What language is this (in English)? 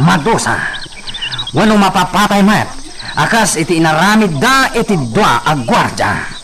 Iloko